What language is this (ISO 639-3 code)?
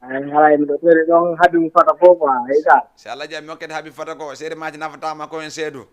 ful